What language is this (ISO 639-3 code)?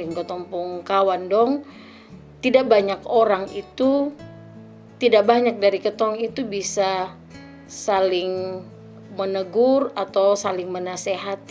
mkn